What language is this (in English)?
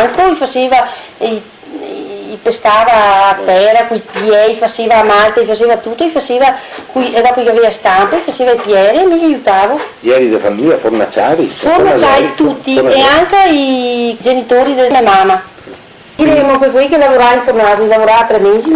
Venetian